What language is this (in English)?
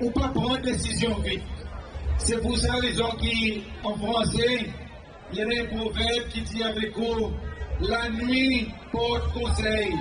Seselwa Creole French